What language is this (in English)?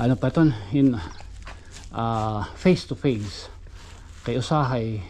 Waray